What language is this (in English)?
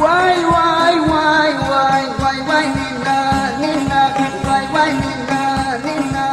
Zaza